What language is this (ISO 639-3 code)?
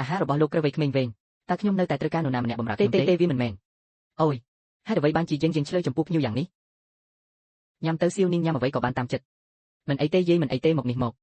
khm